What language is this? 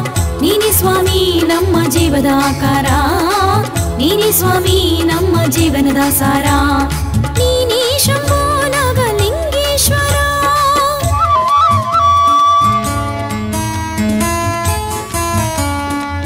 Kannada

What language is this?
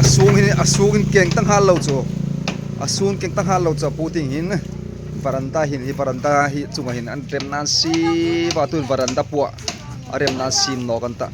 Hmar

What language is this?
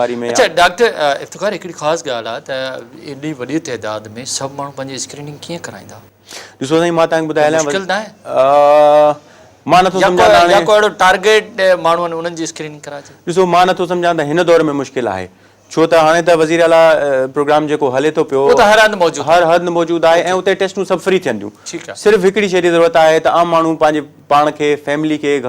Sindhi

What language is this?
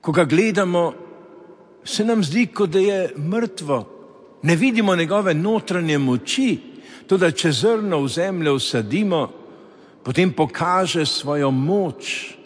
Slovenian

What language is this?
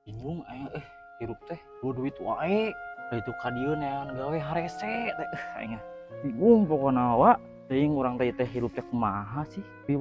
Sundanese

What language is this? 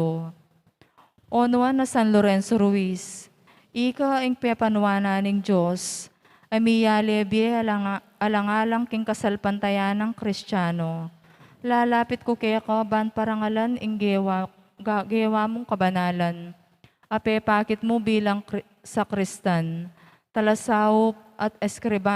Pampanga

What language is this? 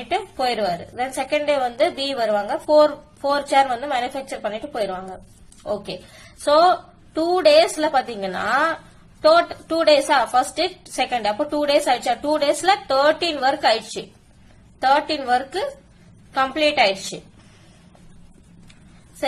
Tamil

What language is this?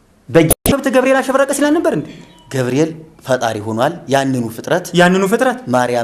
Amharic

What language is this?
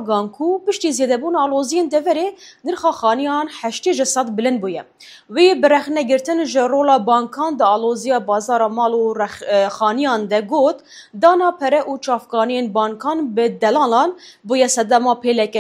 Kurdish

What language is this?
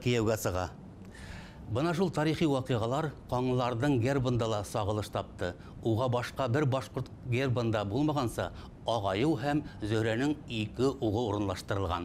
Bashkir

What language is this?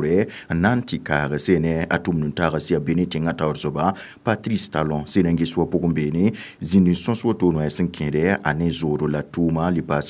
Mossi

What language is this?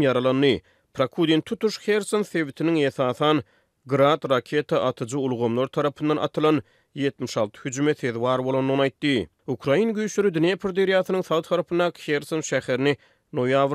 Turkmen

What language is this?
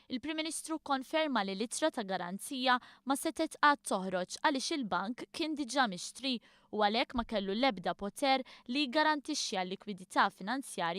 Maltese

